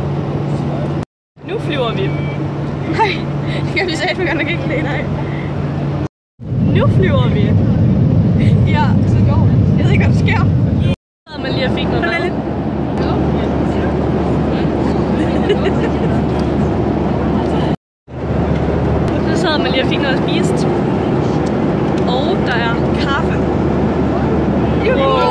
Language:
Danish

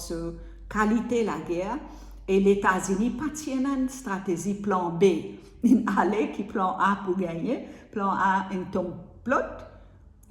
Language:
Morisyen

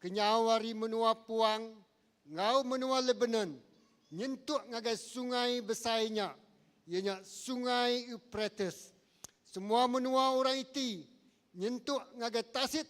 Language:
Iban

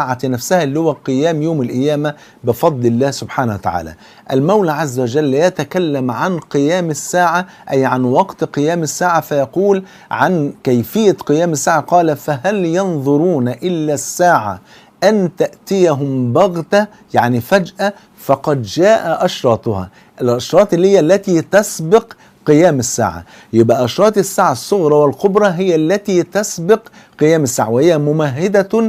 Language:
Egyptian Arabic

